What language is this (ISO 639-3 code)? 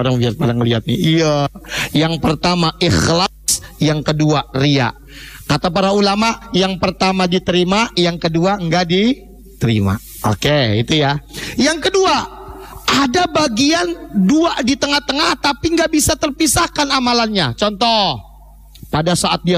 ind